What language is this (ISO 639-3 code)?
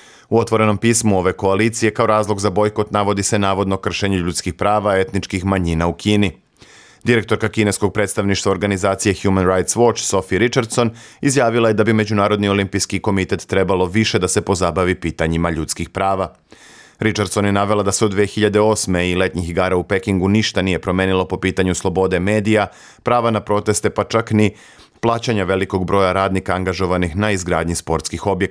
srp